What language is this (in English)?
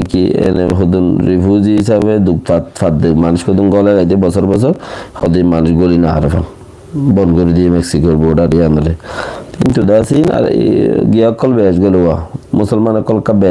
Rohingya